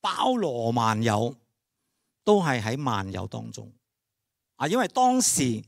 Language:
Cantonese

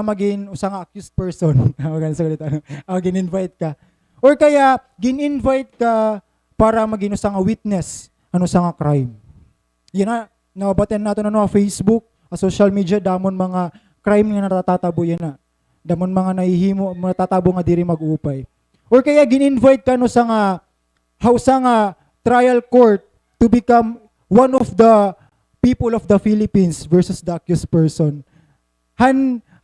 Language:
Waray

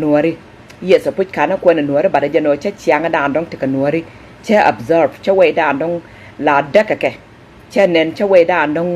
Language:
Nuer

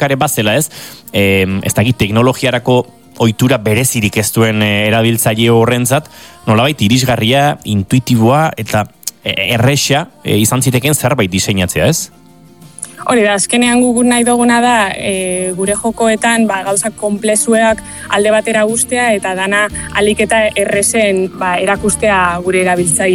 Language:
Basque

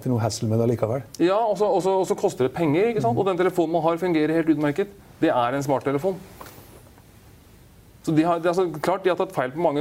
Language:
Norwegian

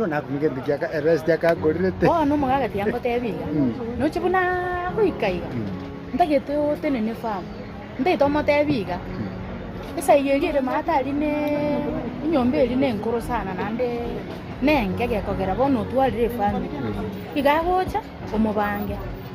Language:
Gusii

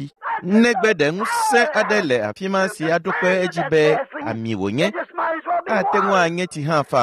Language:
Ewe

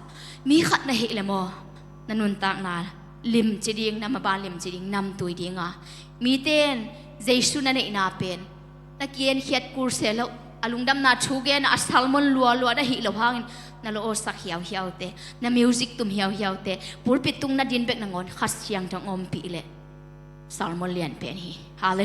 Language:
Tedim Chin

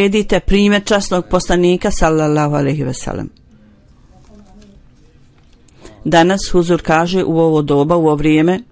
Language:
Bosnian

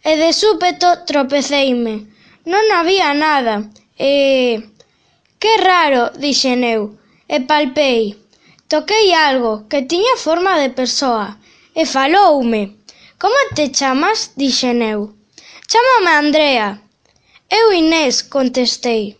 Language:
Galician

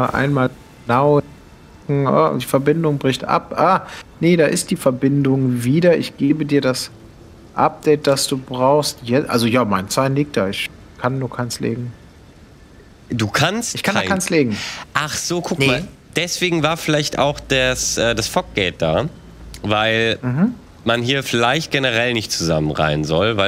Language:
German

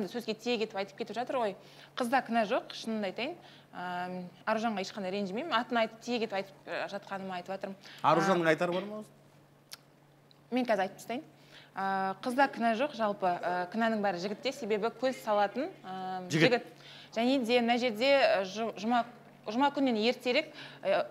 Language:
Kazakh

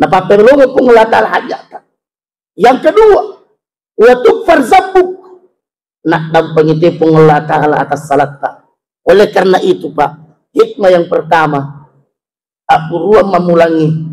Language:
Buginese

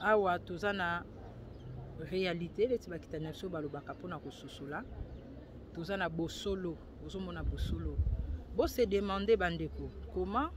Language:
Lingala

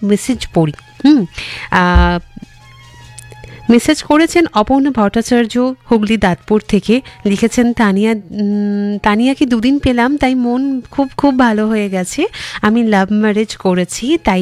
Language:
Bangla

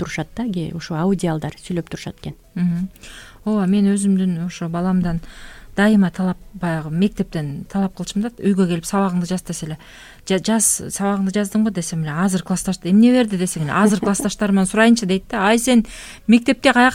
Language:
Kyrgyz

